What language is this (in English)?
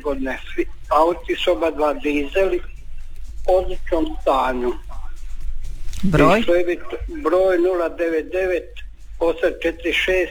Croatian